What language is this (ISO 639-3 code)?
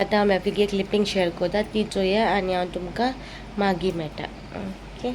kok